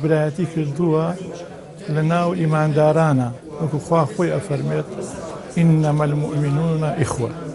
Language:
Central Kurdish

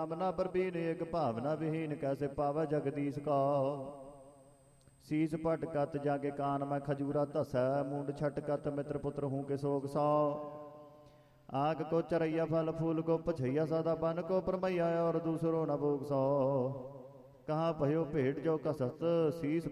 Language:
Punjabi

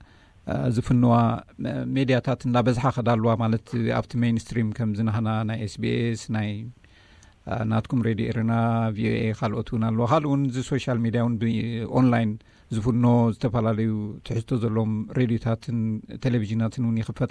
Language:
Tigrinya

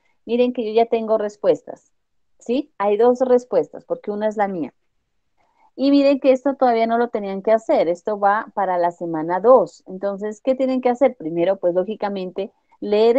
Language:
Spanish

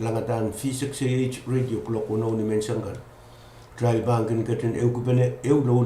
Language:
Pohnpeian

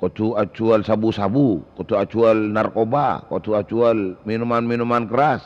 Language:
Madurese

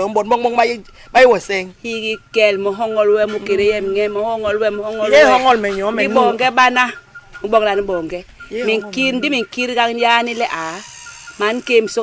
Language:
Basaa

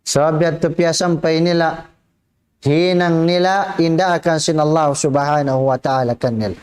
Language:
Tausug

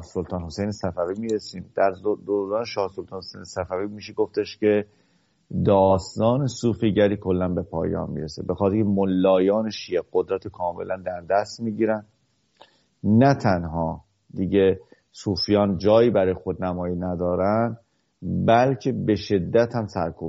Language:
Persian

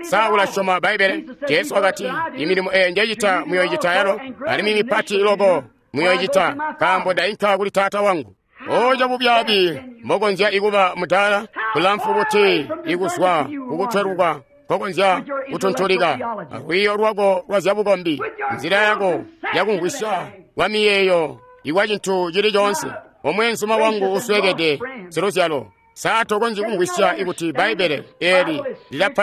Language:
Tonga (Zambia)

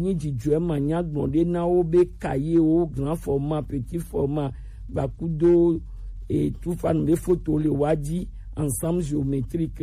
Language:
Gen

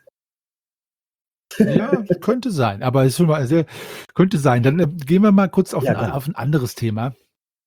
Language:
German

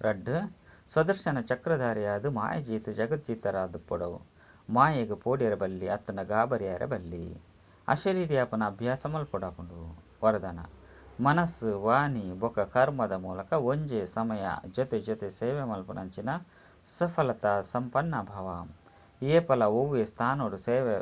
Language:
Tulu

